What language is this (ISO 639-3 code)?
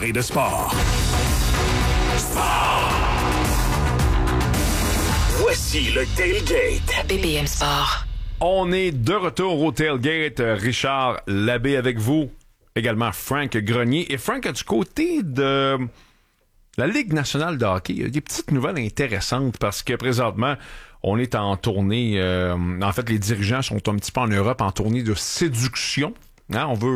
fra